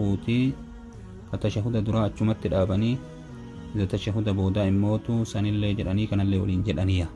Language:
Oromo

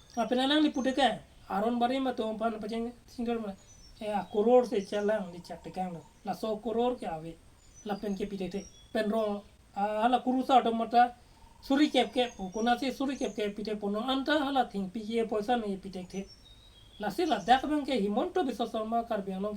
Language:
Karbi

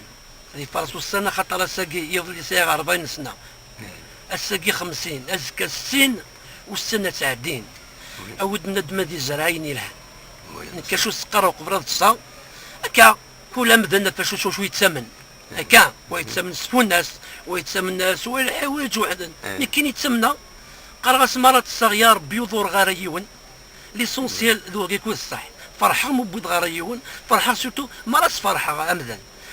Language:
Kabyle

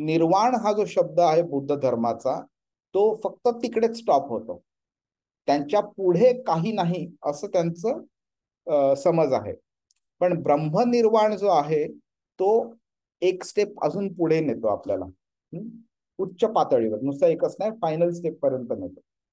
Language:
Marathi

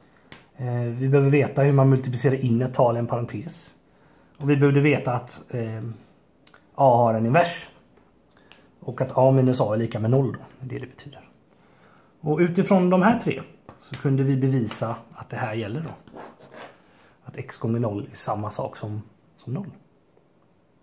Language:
Swedish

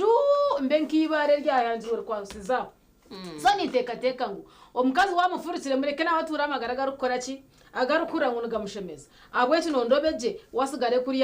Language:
Nyankole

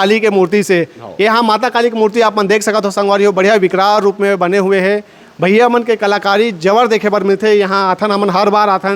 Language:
Chhattisgarhi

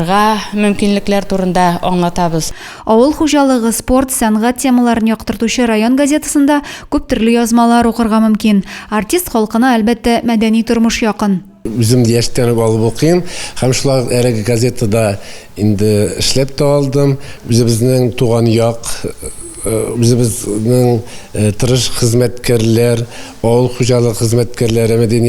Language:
Tatar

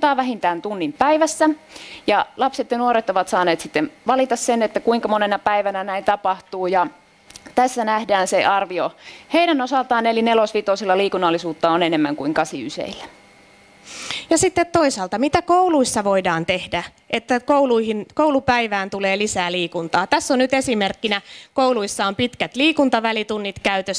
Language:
Finnish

